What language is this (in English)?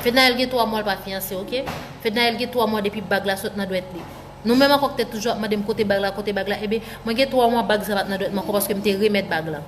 Haitian Creole